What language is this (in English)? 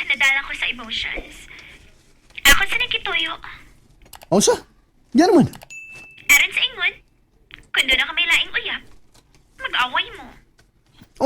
Cebuano